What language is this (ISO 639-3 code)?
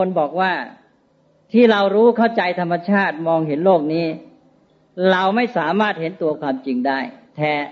tha